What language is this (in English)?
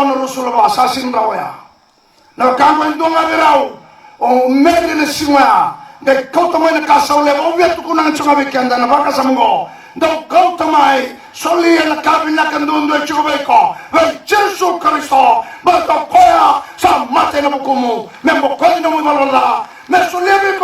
Fijian